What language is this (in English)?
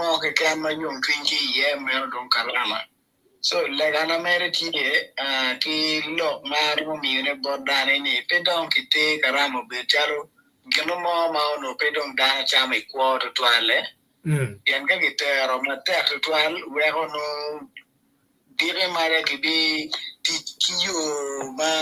Acoli